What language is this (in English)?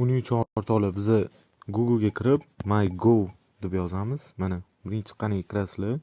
Uzbek